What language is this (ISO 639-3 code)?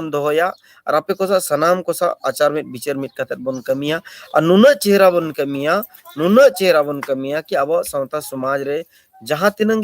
sat